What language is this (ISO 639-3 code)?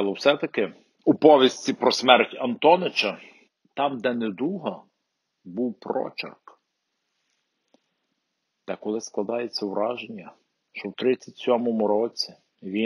ukr